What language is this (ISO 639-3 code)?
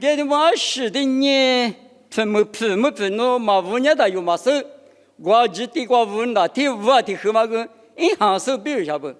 lis